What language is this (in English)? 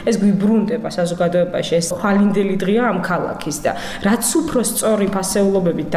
Georgian